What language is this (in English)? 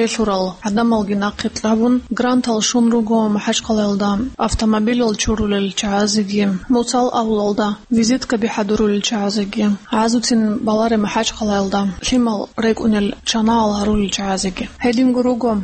Avaric